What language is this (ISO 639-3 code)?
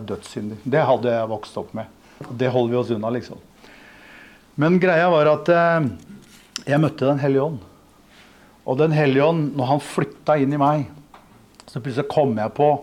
nor